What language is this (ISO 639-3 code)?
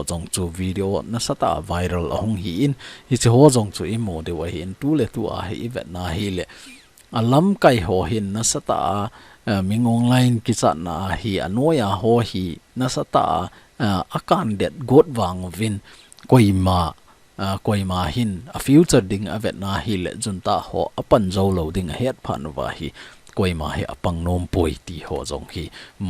tcz